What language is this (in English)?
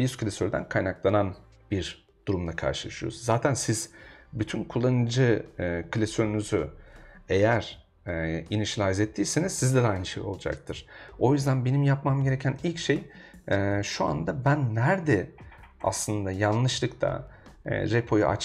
Turkish